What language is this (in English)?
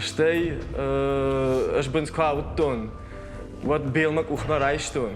Ossetic